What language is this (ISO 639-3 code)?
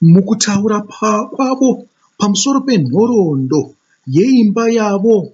sna